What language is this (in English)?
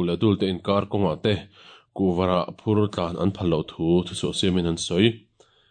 Mizo